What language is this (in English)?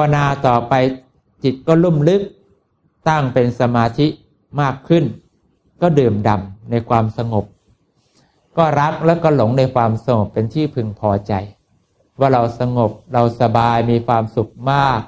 Thai